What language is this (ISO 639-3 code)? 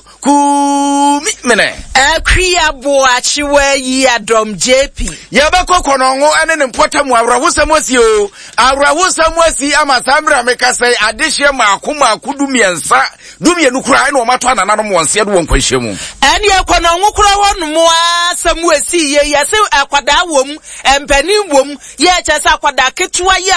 aka